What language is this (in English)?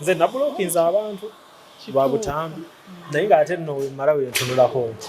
Ganda